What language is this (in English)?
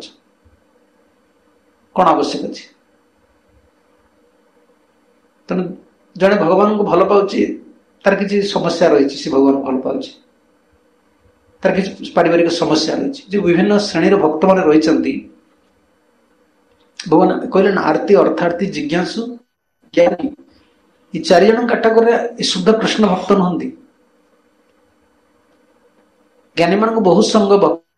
Odia